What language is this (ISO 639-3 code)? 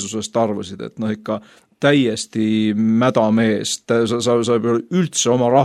est